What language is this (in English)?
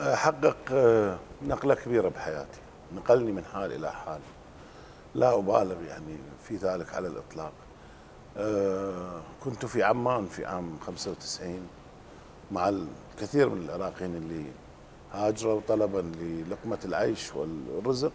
Mesopotamian Arabic